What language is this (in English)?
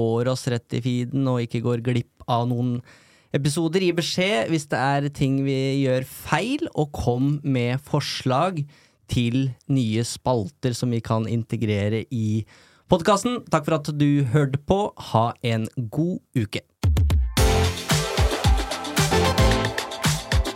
Norwegian